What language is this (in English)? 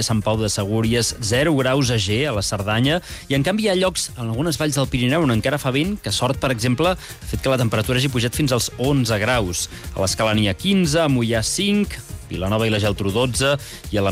Catalan